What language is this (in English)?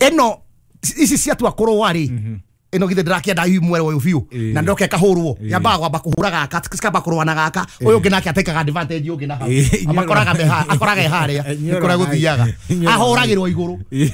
Kikuyu